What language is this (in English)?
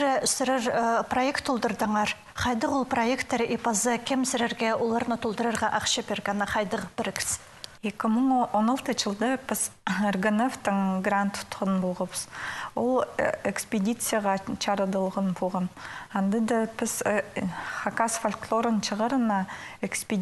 Khakas